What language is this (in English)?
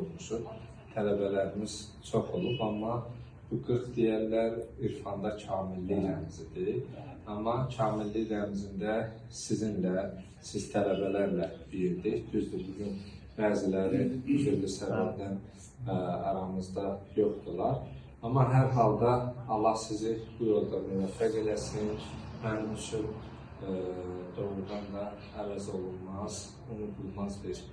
Azerbaijani